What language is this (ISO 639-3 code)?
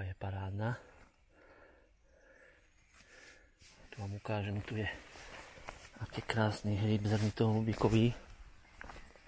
slk